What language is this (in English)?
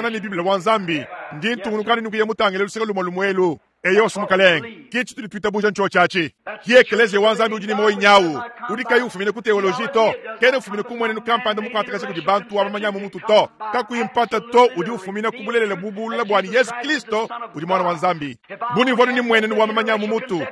Luba-Lulua